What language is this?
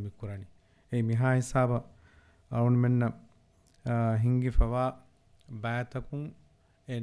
Divehi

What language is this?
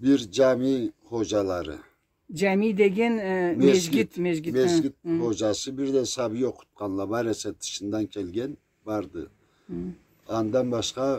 Karachay-Balkar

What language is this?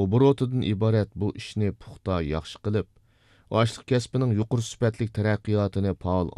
Uyghur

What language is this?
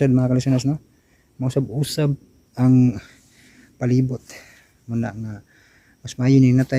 Cebuano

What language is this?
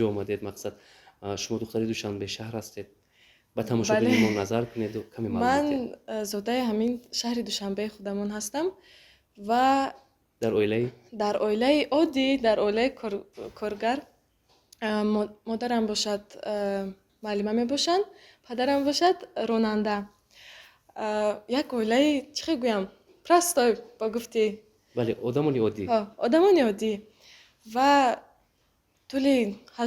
Tajik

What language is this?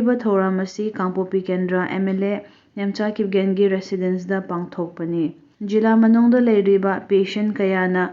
Manipuri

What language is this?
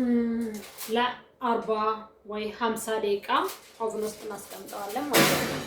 Amharic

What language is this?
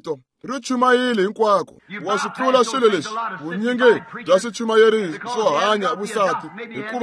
Tsonga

